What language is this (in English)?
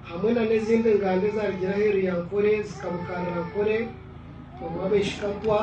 Nyankole